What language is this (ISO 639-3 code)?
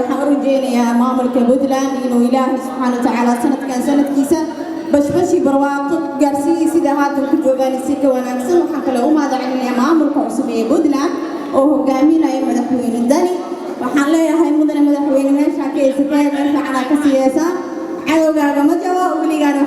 som